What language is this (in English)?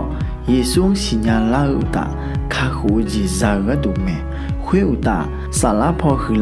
Akha